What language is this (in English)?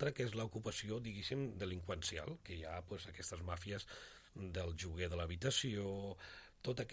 Catalan